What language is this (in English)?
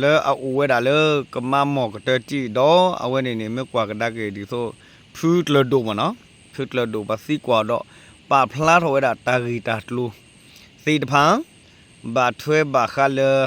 S'gaw Karen